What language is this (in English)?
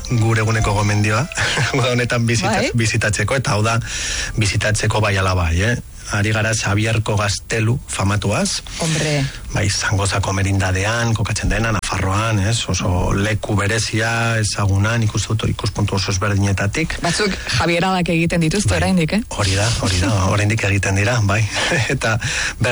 Basque